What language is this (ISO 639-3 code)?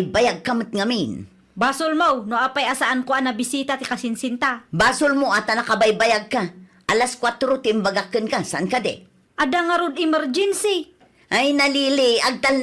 ilo